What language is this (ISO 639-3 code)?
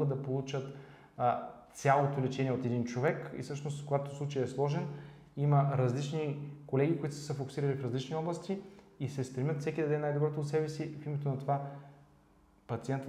bul